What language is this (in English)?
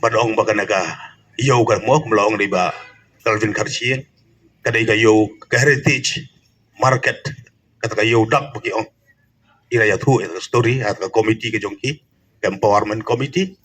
Khasi